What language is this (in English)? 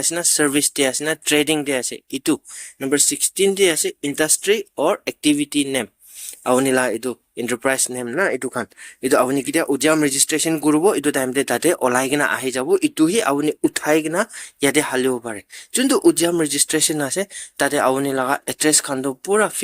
Naga Pidgin